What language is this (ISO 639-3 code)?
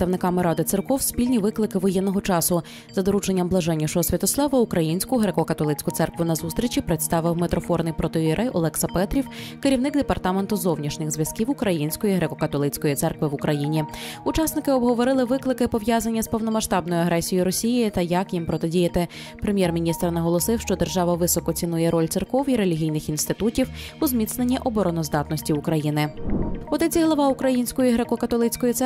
ukr